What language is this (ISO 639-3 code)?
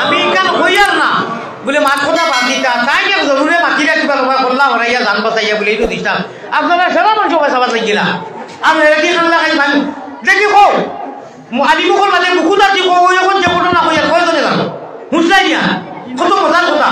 syl